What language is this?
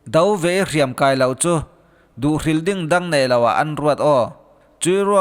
Falam Chin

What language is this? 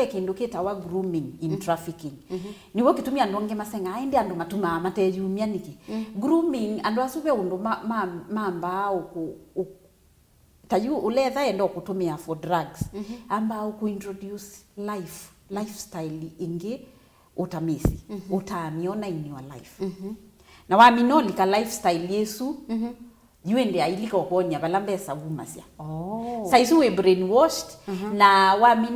Kamba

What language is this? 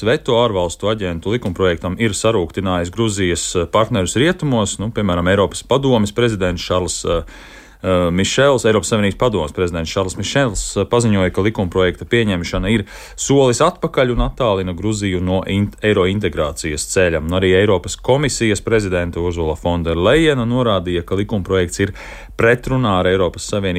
Latvian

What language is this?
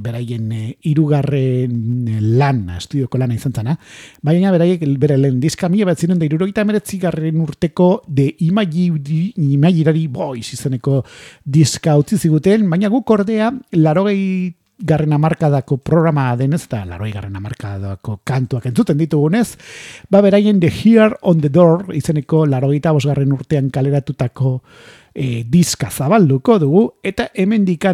Basque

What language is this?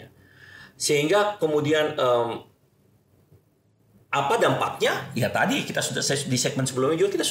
Indonesian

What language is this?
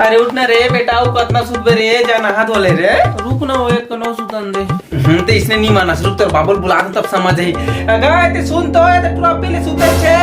Chhattisgarhi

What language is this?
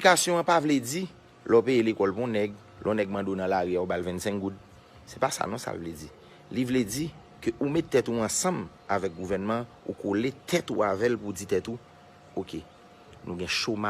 Haitian Creole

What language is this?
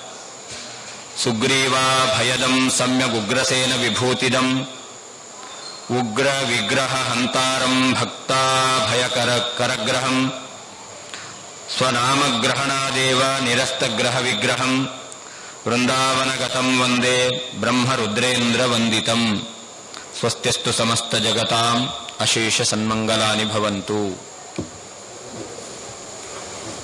Kannada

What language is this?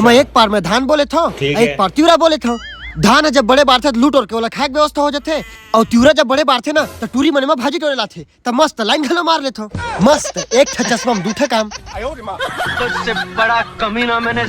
Chhattisgarhi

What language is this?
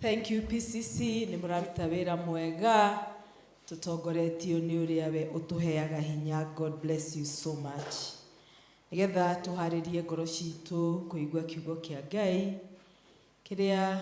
Kikuyu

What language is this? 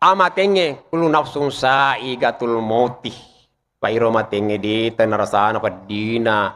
Buginese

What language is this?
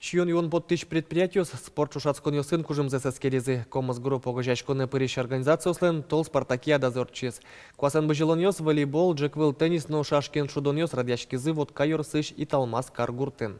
Udmurt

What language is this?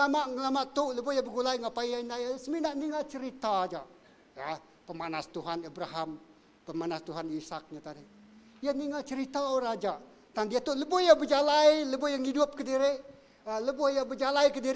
Iban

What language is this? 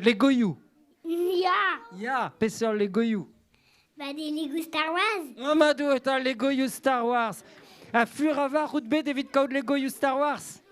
Breton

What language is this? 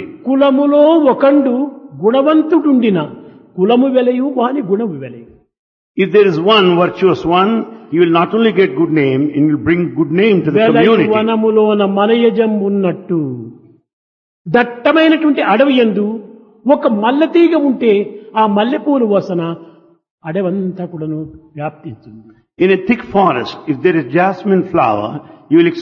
Telugu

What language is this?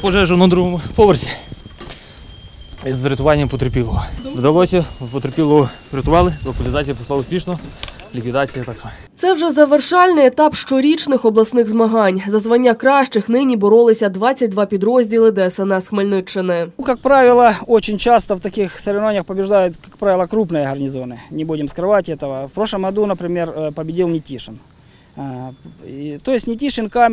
Ukrainian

